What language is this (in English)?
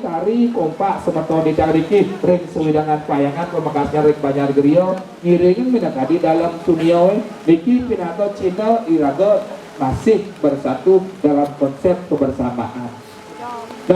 Balinese